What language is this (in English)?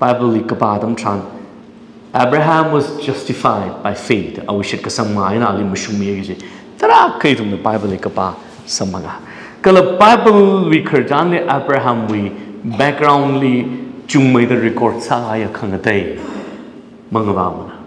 Tangkhul Naga (India)